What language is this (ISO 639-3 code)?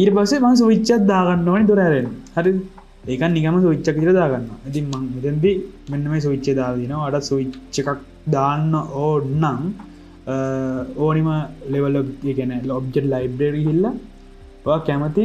sin